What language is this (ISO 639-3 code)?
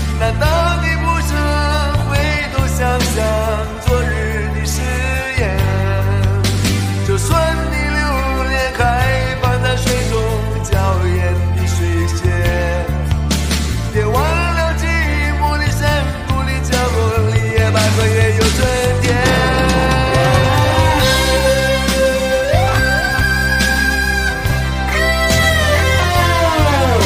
zho